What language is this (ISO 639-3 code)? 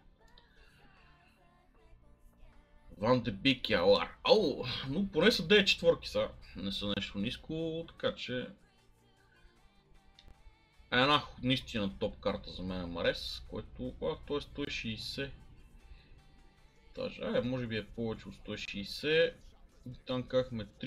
bul